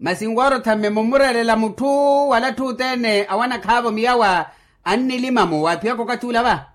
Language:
Makhuwa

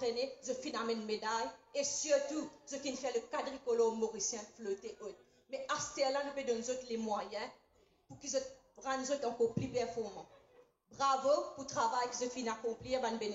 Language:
Morisyen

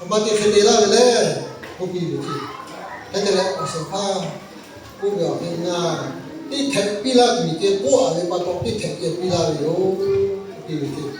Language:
Lahu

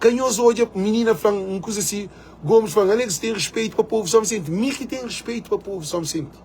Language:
Kabuverdianu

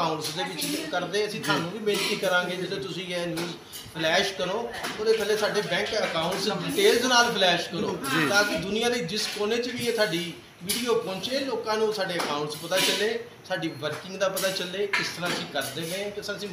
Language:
Punjabi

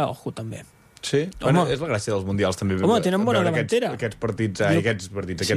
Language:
Catalan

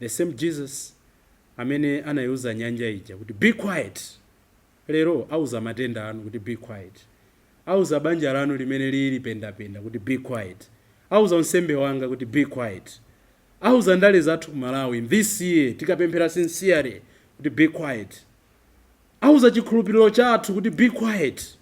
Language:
Nyanja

